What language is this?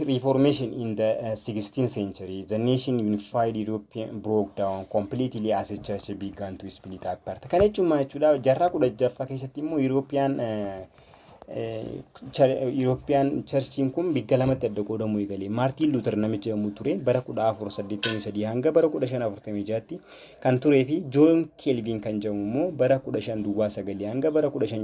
Oromo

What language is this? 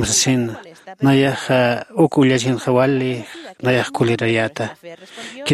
Aymara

